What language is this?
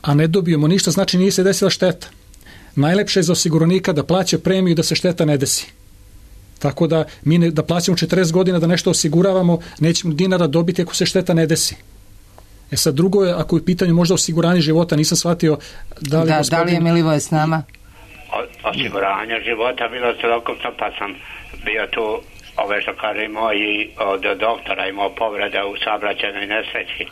Serbian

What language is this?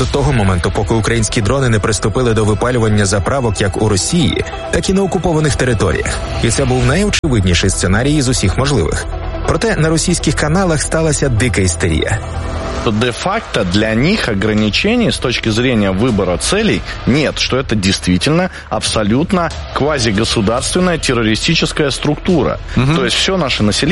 Ukrainian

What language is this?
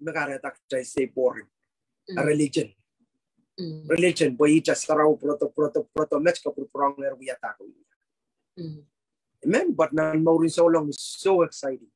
Pohnpeian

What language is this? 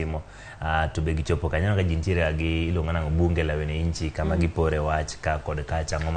Luo (Kenya and Tanzania)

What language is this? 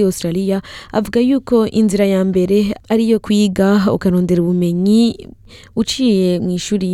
Rundi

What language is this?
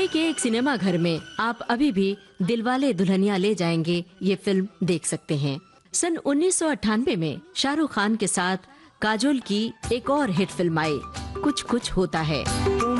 Hindi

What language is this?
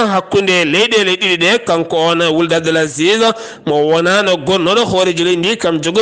Fula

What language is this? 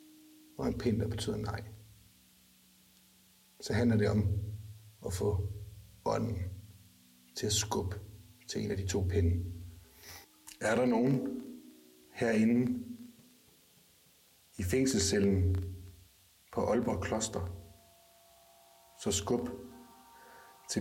Danish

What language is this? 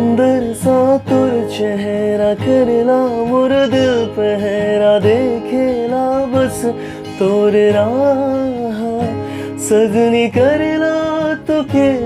Sadri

